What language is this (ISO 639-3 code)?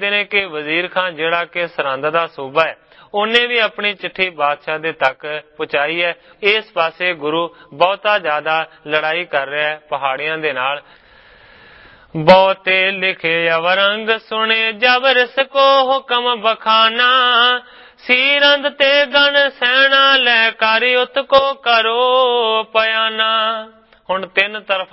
pan